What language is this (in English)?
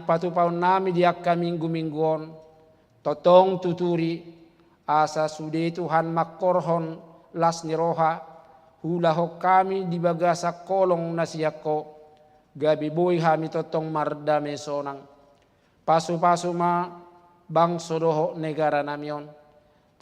Batak Toba